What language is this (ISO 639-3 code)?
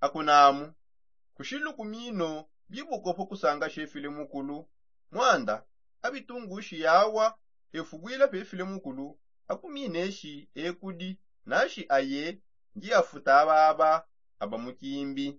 sop